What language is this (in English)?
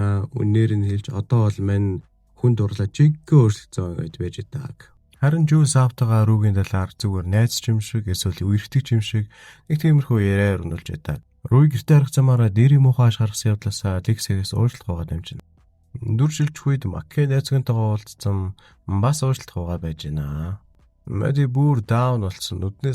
Mongolian